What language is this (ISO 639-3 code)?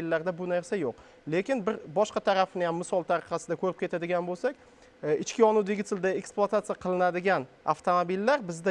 uzb